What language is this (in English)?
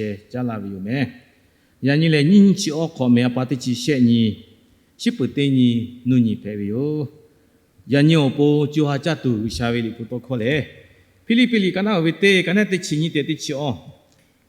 Lahu